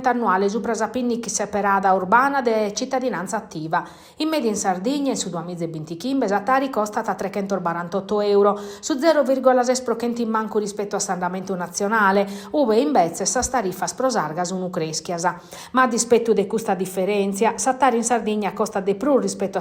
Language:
Sardinian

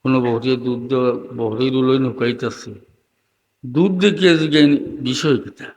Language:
Sylheti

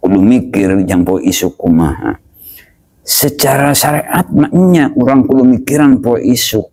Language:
Sundanese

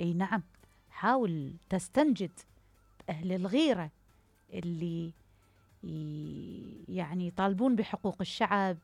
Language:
Mesopotamian Arabic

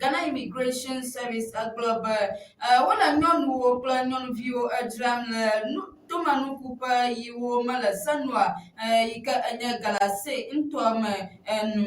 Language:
Ewe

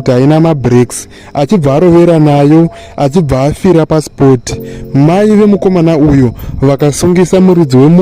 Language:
Shona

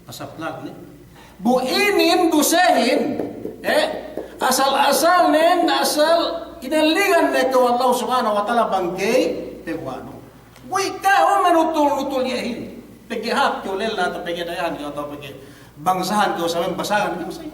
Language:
Yakan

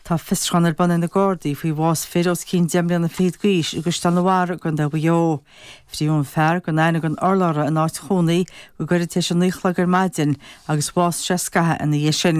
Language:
Irish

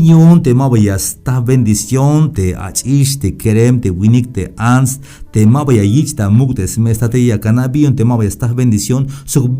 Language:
Tzeltal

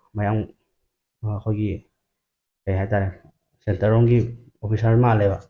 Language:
Manipuri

